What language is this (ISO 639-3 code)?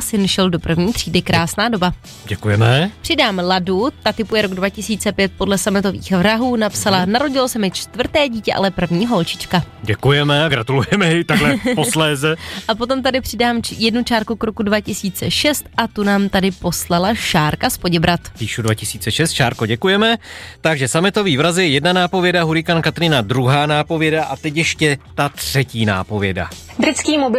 ces